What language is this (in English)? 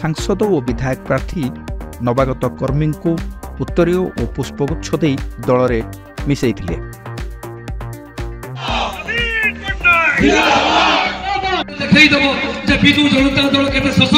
Odia